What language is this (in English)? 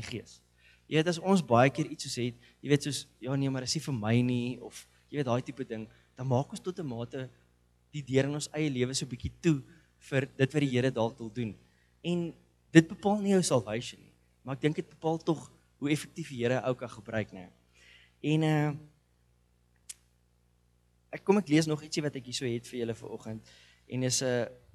Afrikaans